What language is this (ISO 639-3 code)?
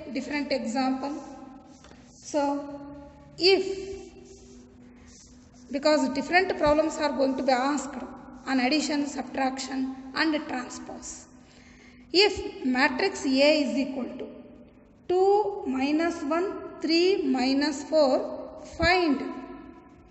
kan